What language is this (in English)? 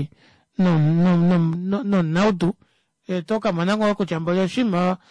Kuanyama